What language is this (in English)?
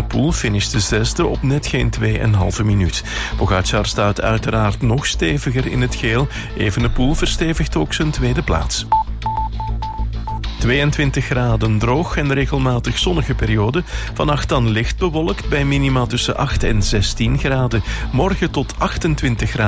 Dutch